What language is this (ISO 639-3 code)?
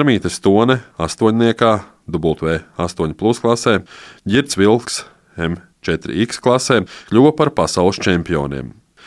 lav